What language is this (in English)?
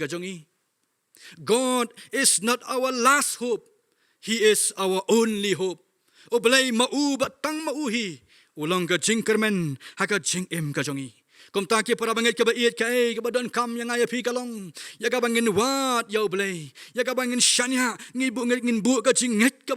Khasi